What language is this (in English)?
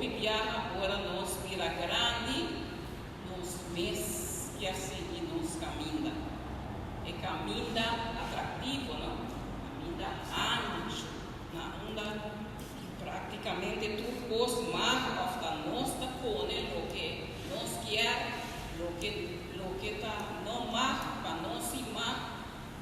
Papiamento